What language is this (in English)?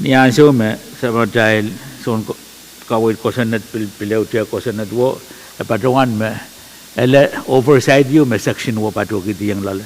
Pohnpeian